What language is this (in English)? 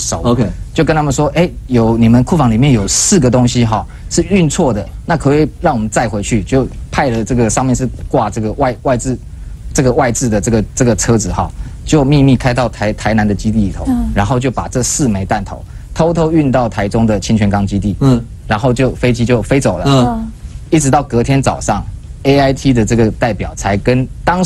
Chinese